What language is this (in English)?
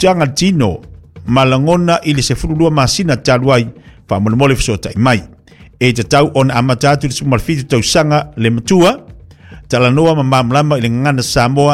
Samoan